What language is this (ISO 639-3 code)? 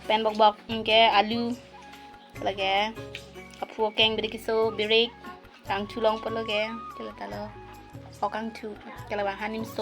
mjw